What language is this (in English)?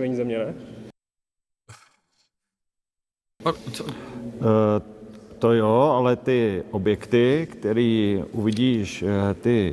Czech